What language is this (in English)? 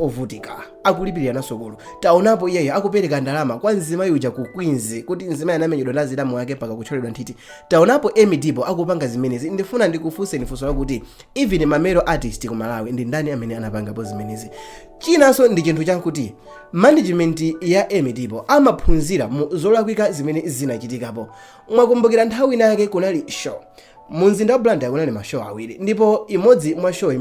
Nyanja